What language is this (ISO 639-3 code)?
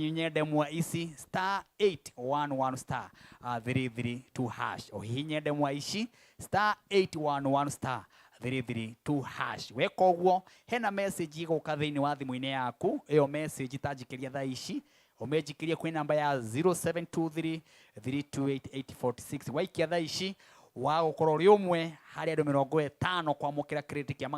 kik